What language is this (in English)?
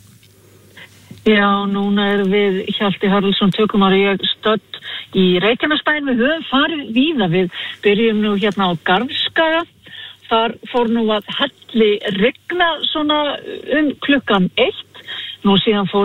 Icelandic